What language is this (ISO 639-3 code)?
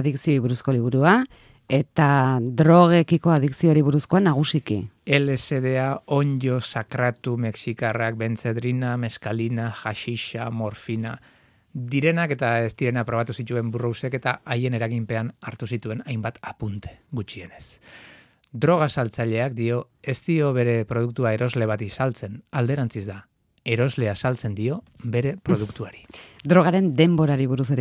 eus